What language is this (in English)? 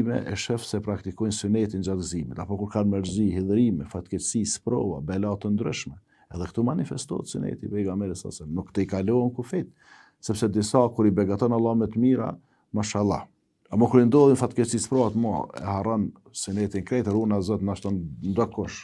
Albanian